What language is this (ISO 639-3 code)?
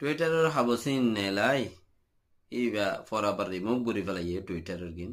rhg